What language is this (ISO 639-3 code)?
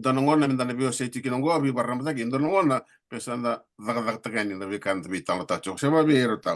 fij